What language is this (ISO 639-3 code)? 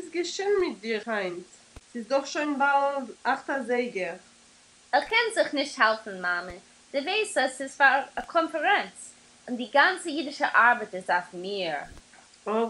yid